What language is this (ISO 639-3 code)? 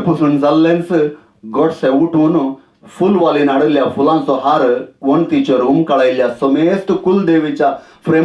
kok